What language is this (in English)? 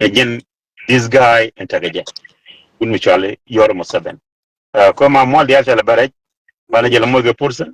Nuer